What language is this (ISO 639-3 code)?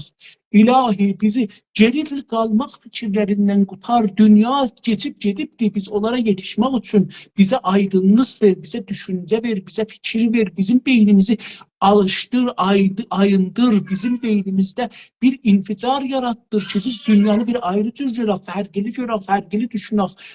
azb